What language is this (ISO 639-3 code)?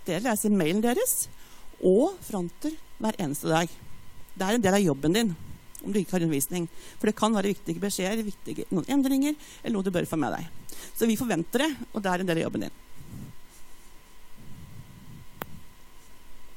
nor